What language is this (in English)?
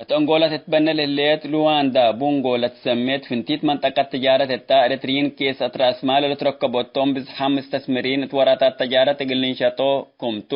Tigre